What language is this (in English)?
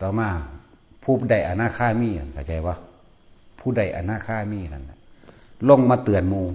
Northeastern Thai